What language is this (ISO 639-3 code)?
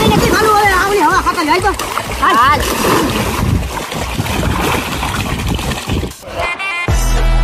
guj